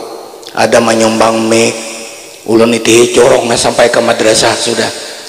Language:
Banjar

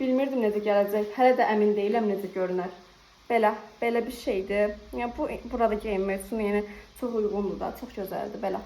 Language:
Azerbaijani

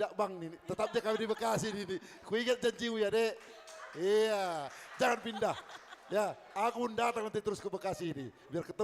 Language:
Batak Simalungun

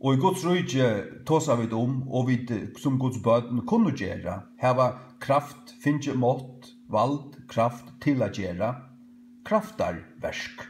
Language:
Faroese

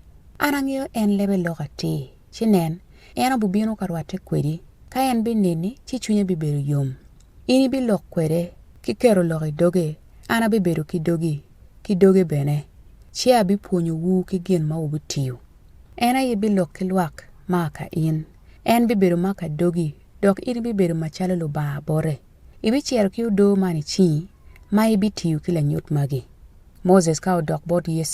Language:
Acoli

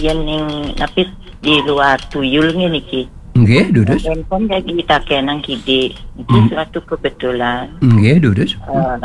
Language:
Balinese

